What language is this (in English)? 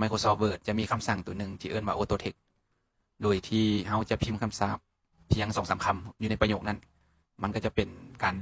Lao